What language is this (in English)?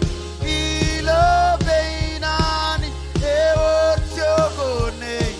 Marshallese